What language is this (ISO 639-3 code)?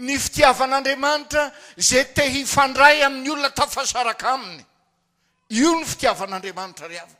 mlg